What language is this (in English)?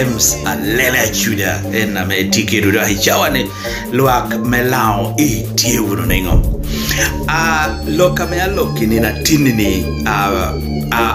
Lango (Uganda)